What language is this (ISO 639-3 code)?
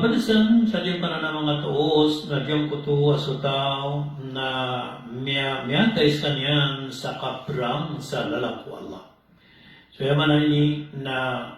mrw